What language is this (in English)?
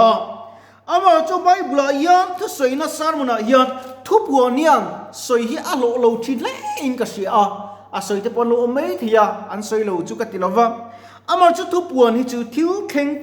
Mizo